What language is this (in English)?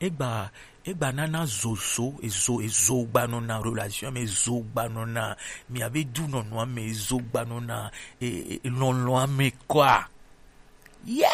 Gen